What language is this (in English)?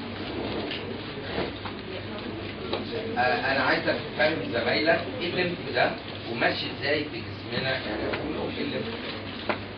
Egyptian Arabic